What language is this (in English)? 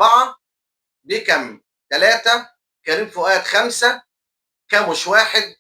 Egyptian Arabic